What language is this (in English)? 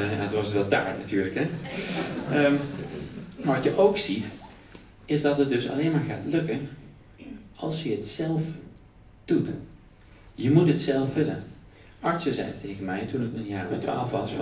Dutch